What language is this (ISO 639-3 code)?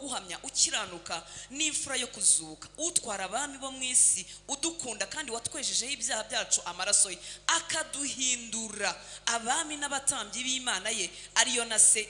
kin